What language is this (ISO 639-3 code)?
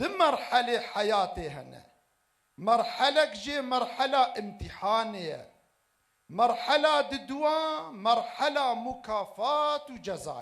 kur